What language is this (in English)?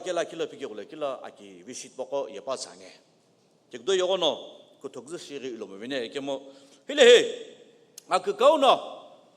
Sumi Naga